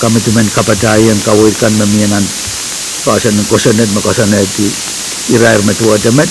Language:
Pohnpeian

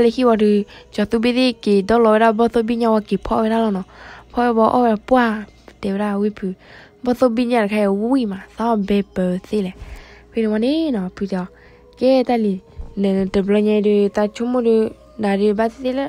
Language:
S'gaw Karen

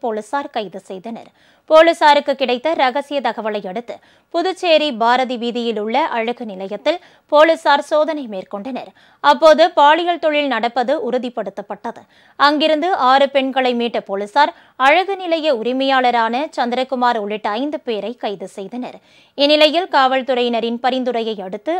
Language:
Tamil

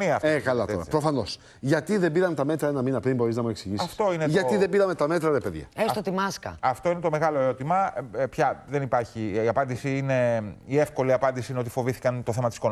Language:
Greek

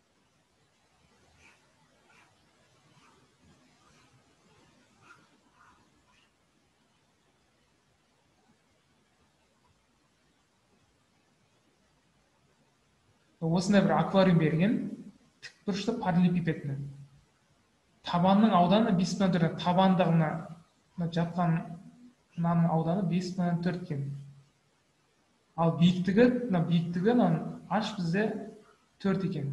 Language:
Kazakh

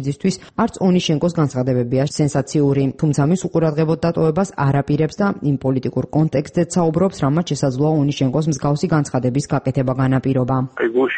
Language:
Georgian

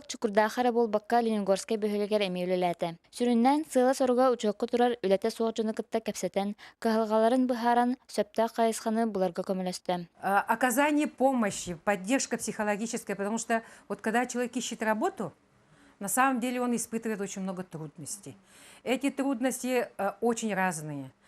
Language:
Yakut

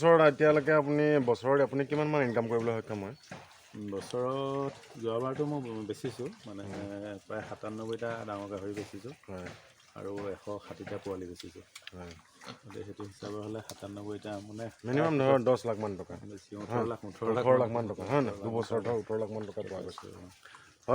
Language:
Assamese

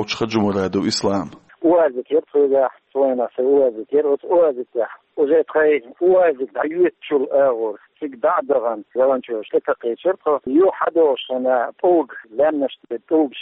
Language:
Chechen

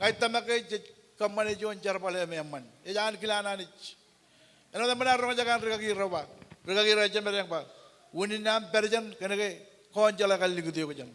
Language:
Marshallese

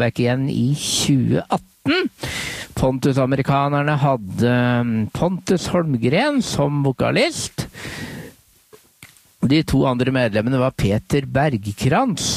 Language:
Norwegian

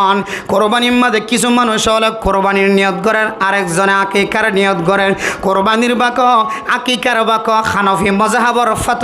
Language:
Rohingya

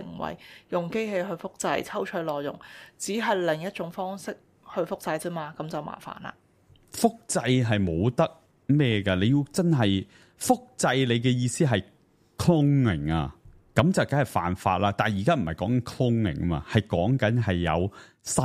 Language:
Cantonese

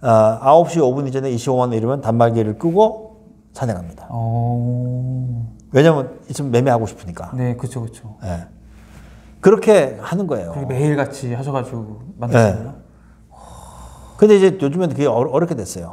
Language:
Korean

